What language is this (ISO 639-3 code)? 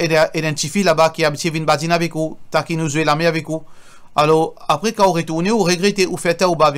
mfe